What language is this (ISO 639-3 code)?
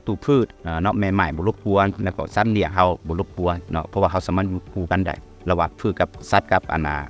lao